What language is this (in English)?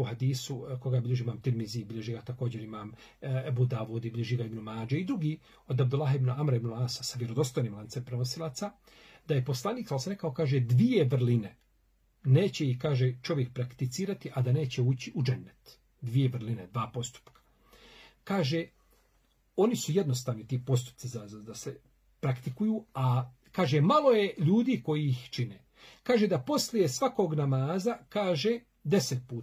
Bosnian